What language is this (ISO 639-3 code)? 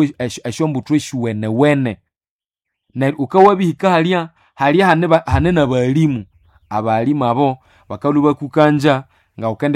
nnb